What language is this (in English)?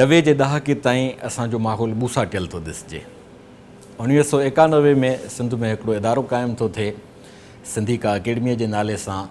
Sindhi